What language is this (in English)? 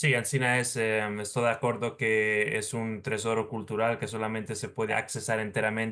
Ladino